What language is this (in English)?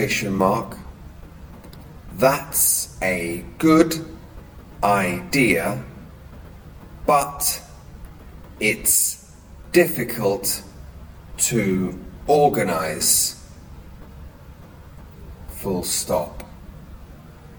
English